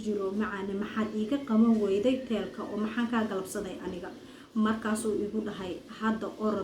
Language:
Somali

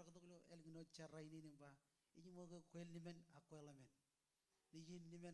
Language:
Marshallese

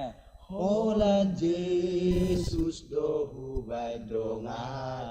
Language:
Batak Toba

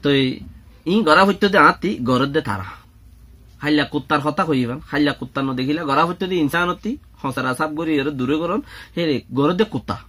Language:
Rohingya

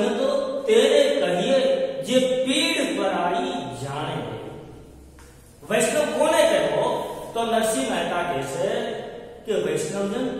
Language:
Gujarati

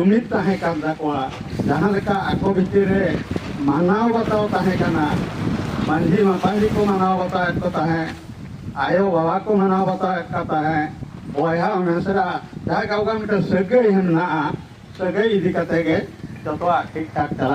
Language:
Santali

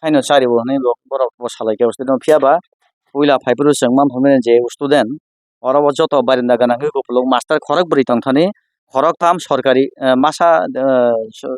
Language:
Kok Borok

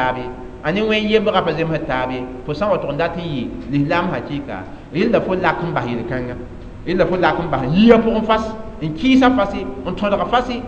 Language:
Mossi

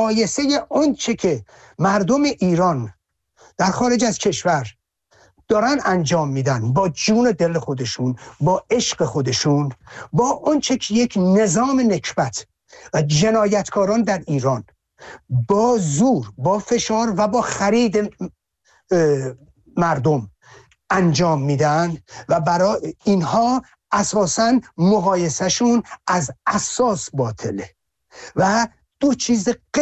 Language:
Persian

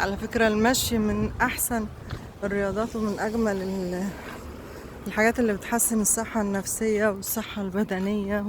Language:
Egyptian Arabic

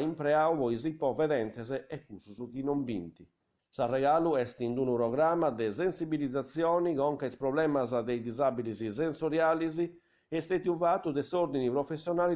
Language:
Sardinian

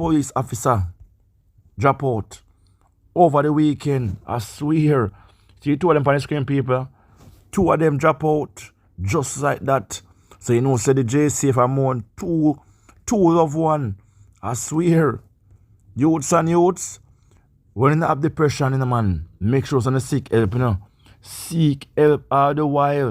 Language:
Jamaican Creole English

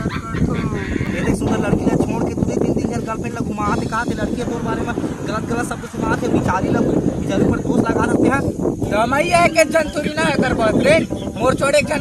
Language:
Chhattisgarhi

